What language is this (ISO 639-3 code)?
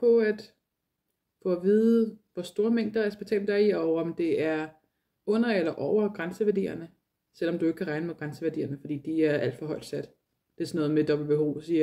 dan